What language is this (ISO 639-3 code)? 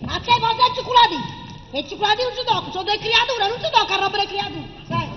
nap